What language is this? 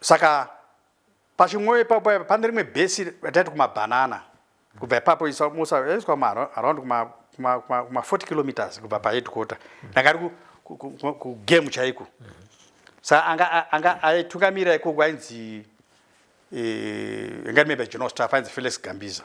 Shona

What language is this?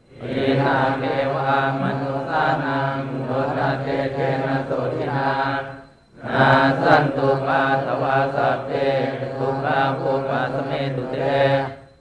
Pali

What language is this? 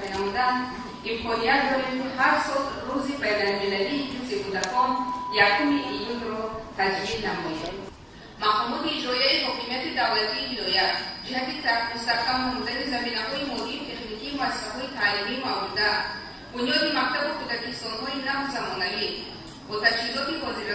Tajik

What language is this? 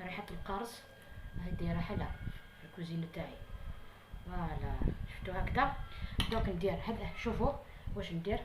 Algerian Arabic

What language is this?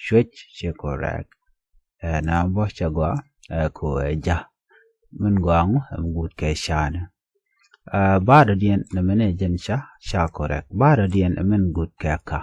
Nuer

